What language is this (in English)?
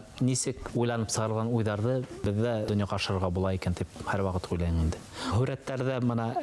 Bashkir